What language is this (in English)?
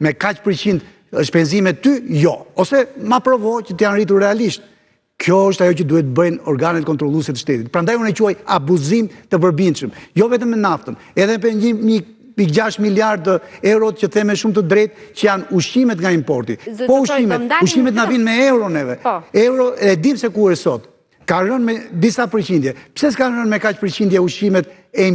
Albanian